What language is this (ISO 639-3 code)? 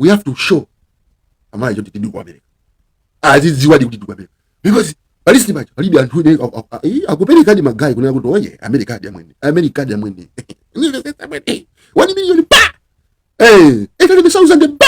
nya